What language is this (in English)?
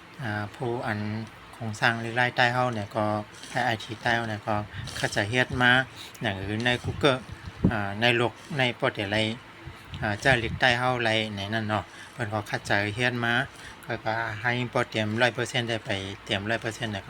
Shan